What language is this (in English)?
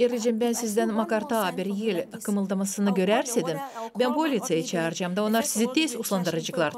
Gagauz